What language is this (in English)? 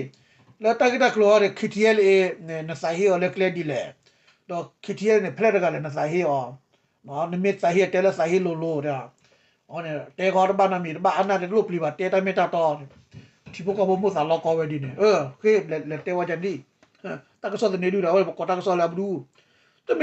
S'gaw Karen